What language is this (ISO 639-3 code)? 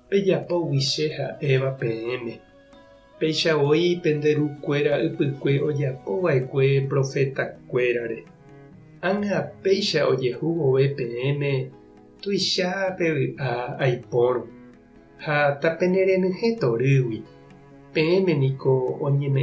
grn